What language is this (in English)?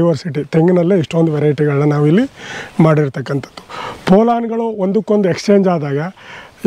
Kannada